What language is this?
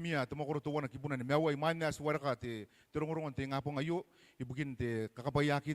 Gilbertese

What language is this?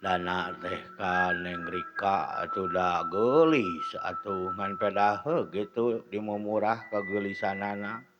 Sundanese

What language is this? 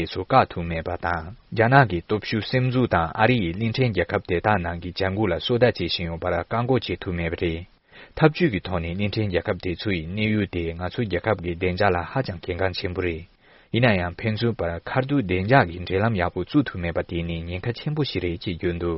Tibetan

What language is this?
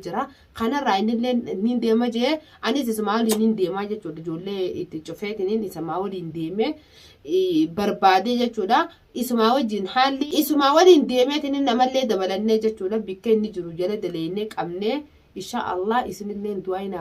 Oromo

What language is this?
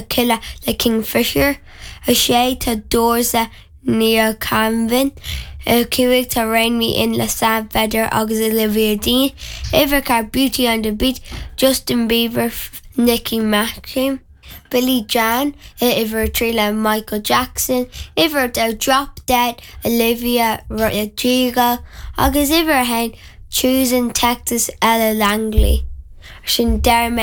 Irish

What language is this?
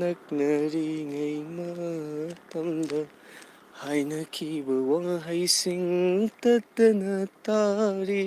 Manipuri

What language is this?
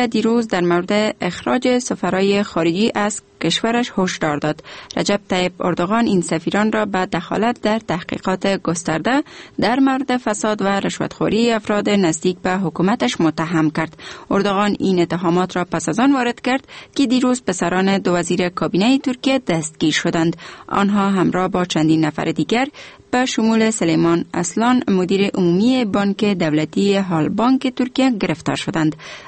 Persian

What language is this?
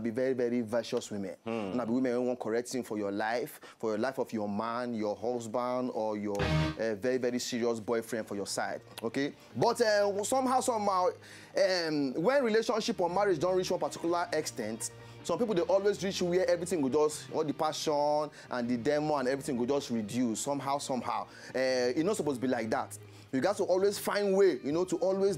Nigerian Pidgin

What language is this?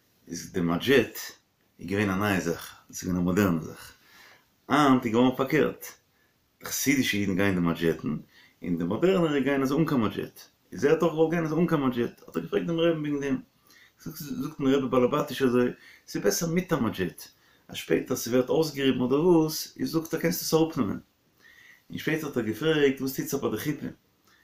Yiddish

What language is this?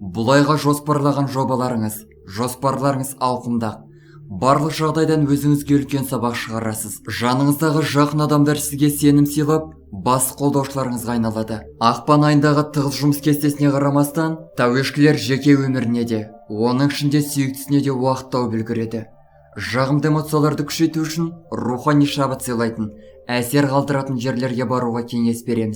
Kazakh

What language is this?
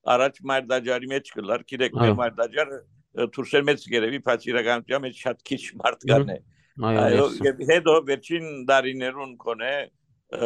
Western Armenian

